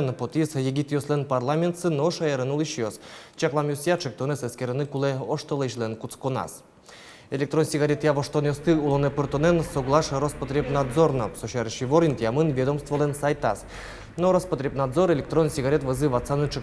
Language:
Udmurt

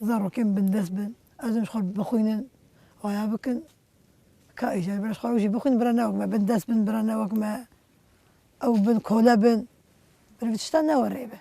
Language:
Kurdish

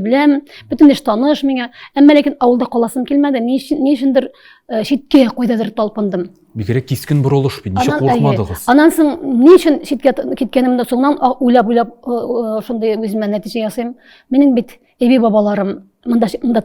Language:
Tatar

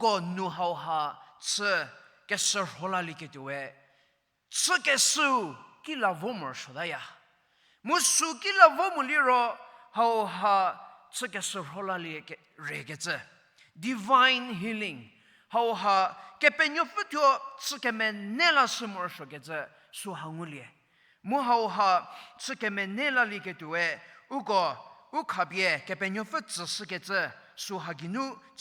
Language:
Angami Naga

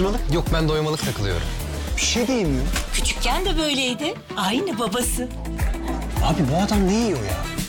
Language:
Turkish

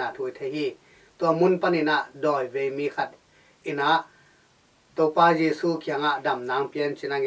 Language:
Tedim Chin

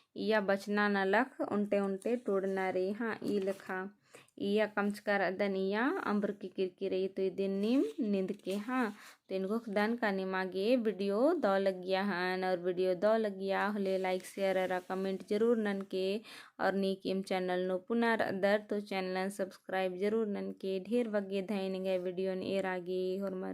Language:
Kurukh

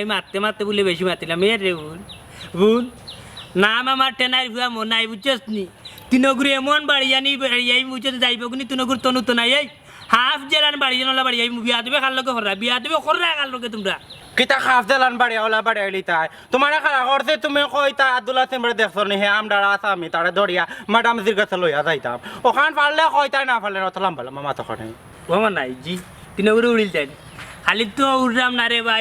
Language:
Sylheti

